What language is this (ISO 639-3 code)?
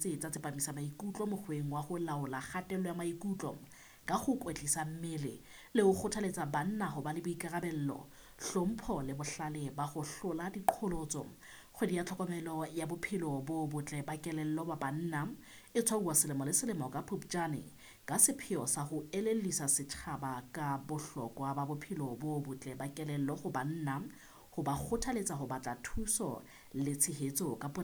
sot